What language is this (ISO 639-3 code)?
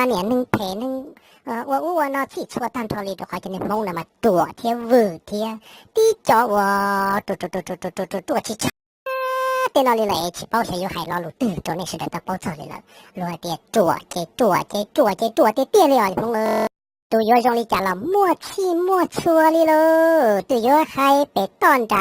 hmn